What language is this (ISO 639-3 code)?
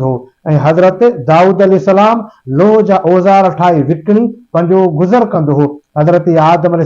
snd